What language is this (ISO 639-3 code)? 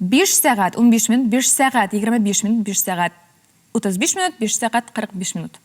tat